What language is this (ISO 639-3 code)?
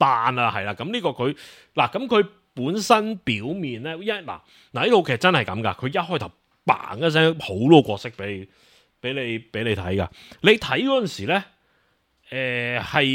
yue